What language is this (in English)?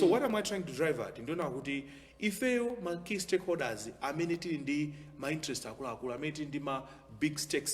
Nyanja